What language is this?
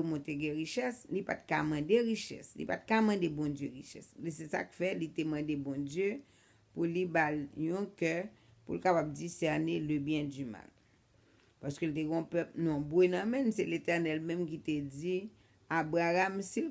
Haitian Creole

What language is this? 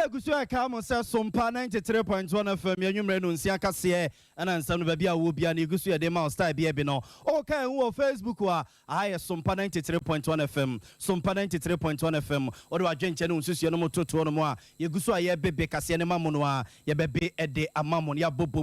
Akan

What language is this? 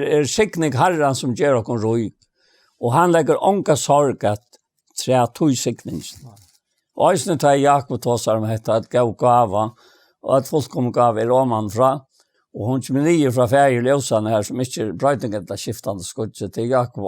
Faroese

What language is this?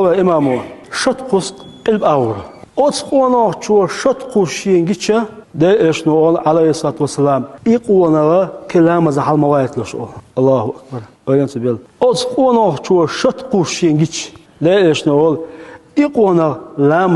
Chechen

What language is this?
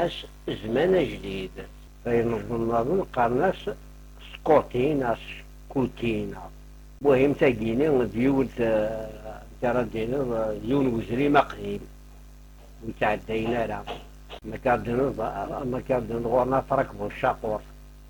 Kabyle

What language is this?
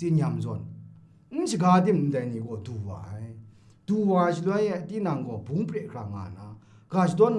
Kachin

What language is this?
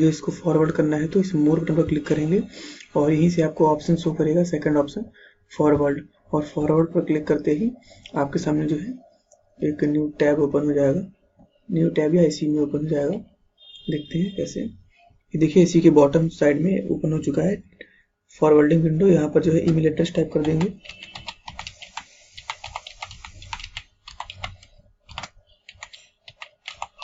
Hindi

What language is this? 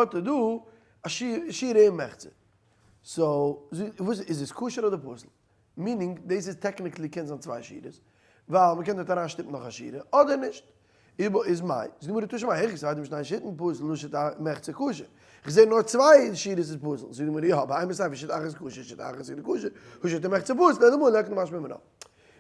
Yiddish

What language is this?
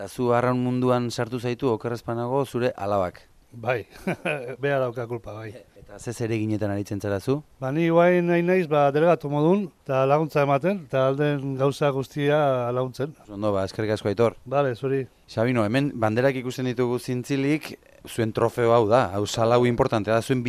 Basque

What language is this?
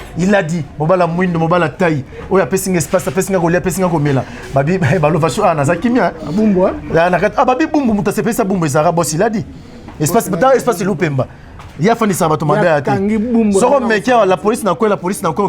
Lingala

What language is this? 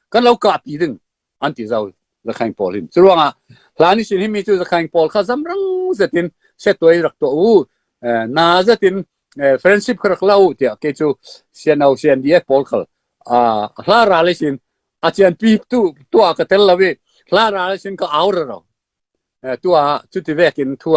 Falam Chin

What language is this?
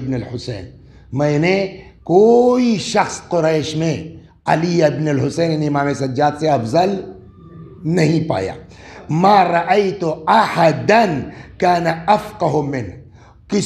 Urdu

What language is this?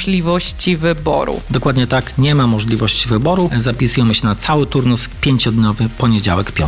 Polish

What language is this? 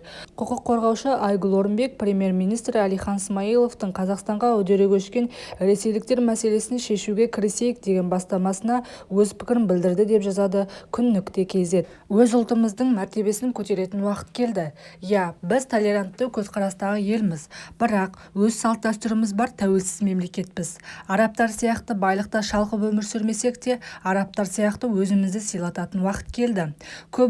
Kazakh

